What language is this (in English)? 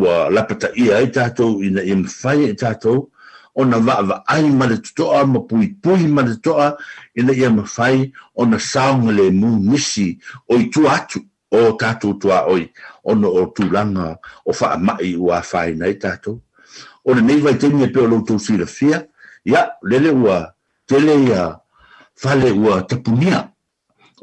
Samoan